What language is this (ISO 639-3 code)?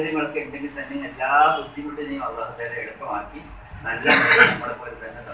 mal